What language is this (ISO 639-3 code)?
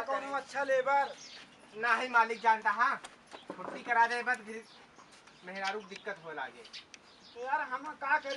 awa